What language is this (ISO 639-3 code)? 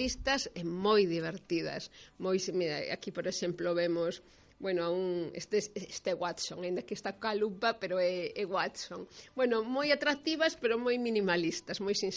glg